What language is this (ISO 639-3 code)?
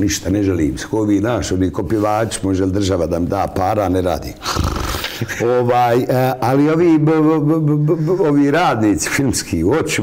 bos